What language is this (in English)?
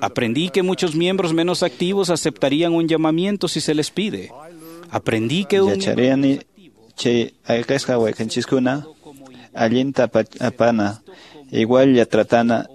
Quechua